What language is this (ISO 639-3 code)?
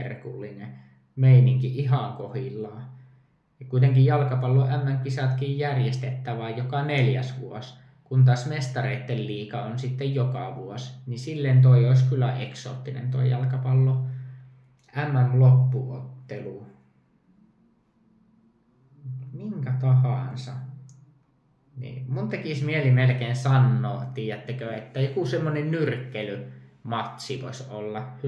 fin